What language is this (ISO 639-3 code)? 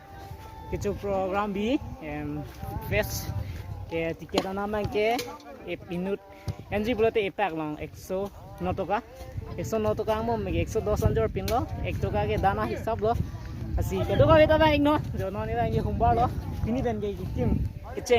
mjw